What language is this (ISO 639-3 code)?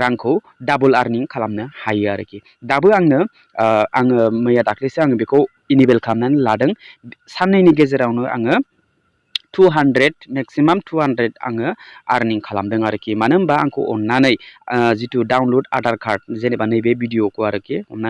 brx